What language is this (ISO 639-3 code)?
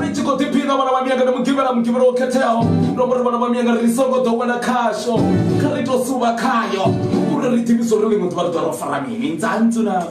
ven